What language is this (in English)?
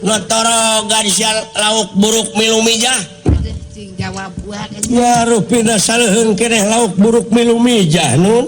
Sundanese